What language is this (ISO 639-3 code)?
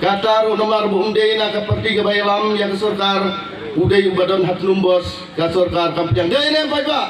kha